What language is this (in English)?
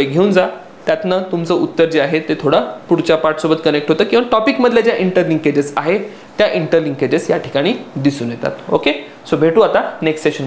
Marathi